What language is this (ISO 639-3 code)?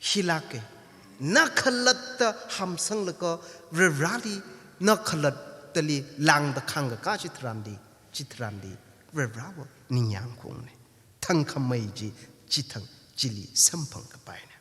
nmf